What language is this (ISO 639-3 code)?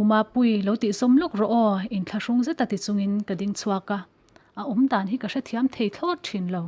lus